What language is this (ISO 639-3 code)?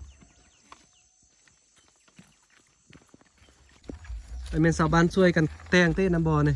lao